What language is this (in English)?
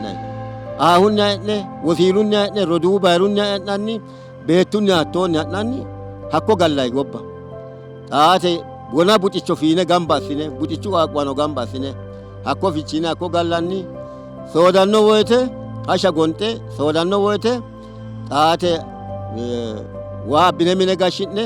Sidamo